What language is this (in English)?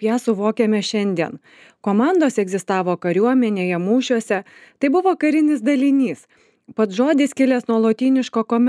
Lithuanian